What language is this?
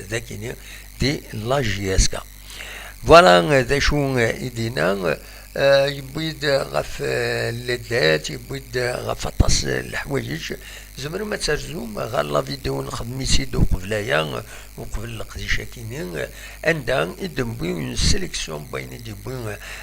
Kabyle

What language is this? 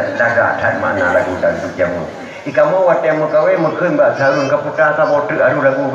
Achinese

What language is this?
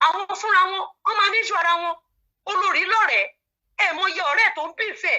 Yoruba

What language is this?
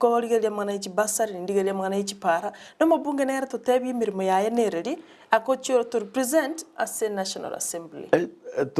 Gusii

